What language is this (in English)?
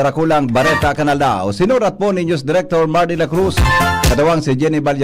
Bikol